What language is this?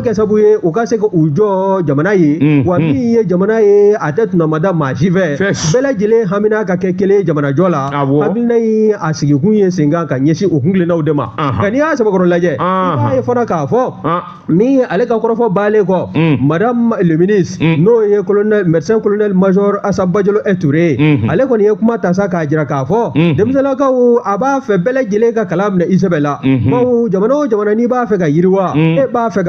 Bambara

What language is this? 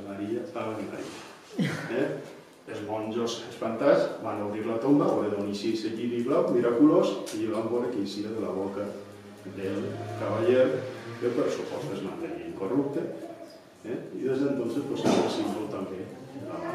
Catalan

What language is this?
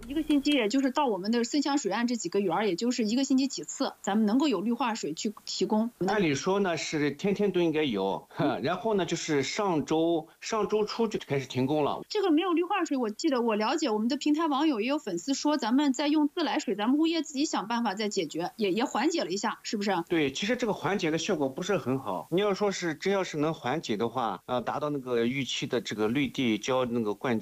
Chinese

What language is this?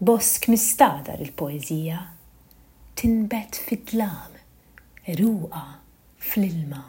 Maltese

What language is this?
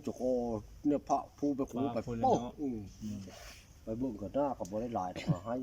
Lao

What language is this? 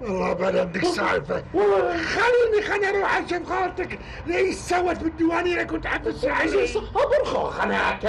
Gulf Arabic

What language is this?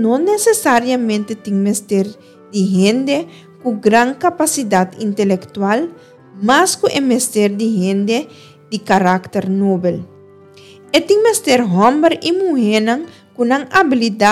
Papiamento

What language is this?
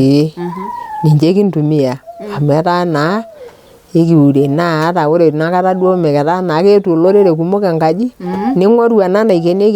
Masai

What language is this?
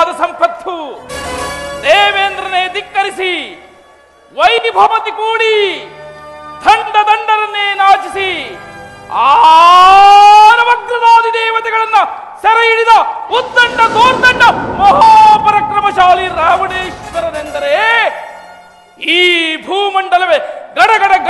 Kannada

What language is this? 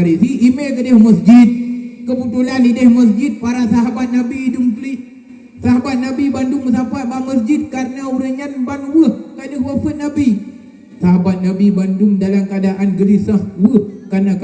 Achinese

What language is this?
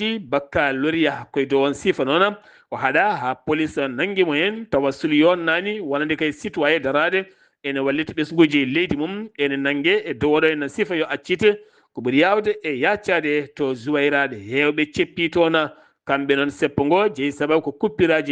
Fula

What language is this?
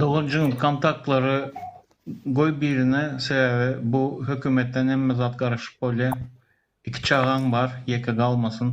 Turkmen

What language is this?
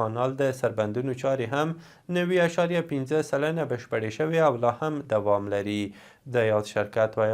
Pashto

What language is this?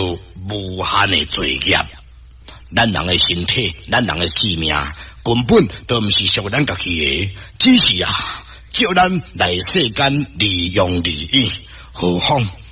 Min Nan Chinese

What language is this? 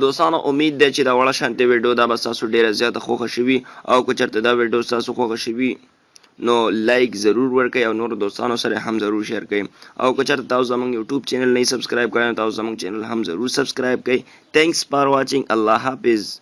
Pashto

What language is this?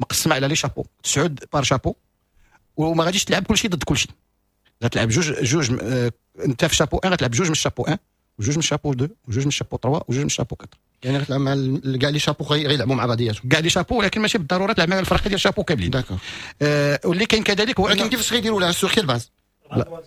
Moroccan Arabic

